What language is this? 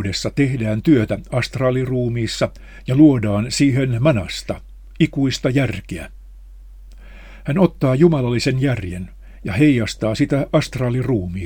Finnish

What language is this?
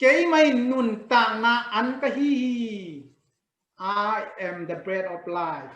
Tedim Chin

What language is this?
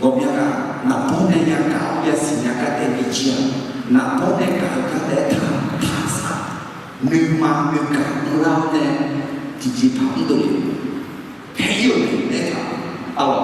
Akha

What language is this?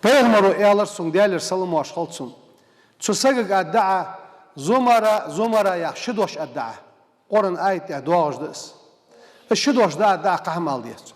Ingush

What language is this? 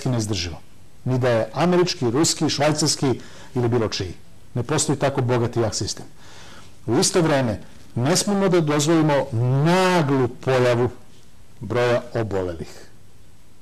Serbian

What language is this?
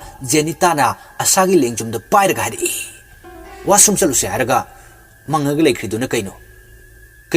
Manipuri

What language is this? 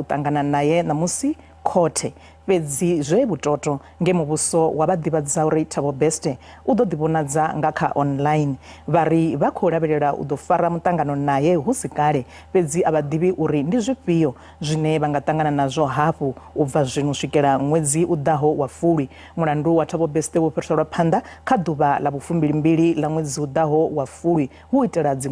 Venda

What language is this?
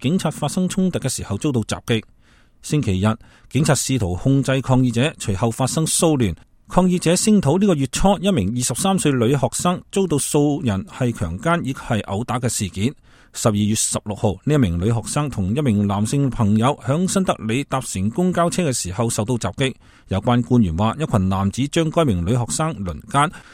Cantonese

